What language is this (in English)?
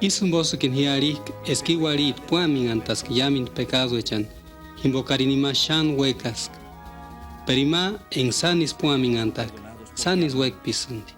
Purepecha